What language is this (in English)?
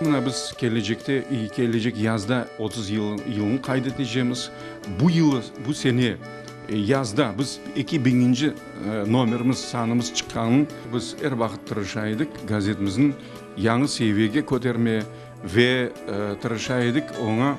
Crimean Tatar